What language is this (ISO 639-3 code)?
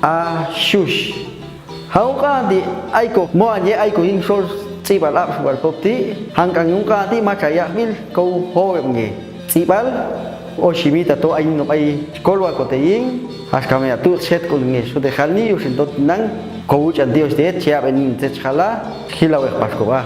jac